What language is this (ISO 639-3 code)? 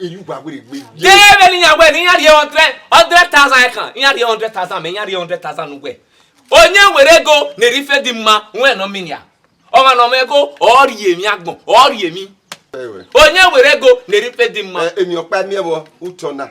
bin